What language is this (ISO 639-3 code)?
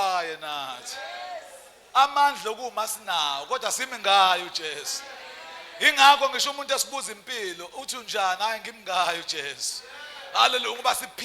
zul